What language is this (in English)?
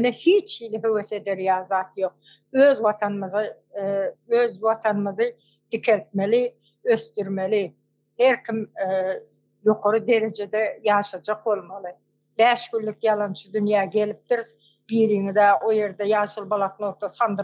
Turkmen